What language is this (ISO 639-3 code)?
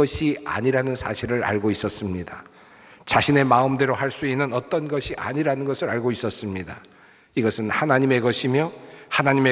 kor